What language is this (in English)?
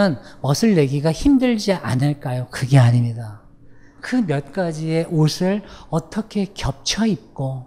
Korean